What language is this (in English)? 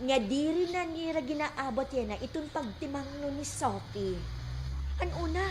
Waray